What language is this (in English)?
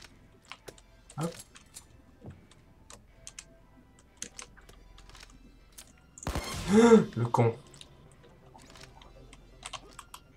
French